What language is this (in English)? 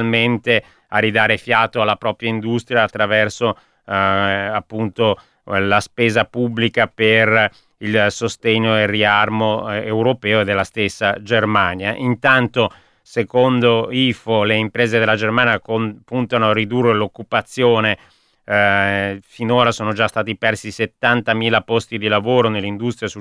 Italian